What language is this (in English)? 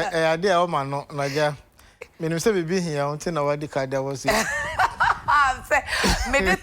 Akan